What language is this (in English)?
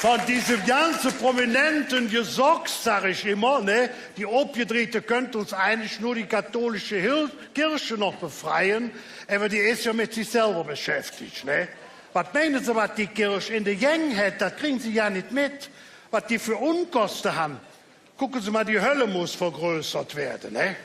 Colognian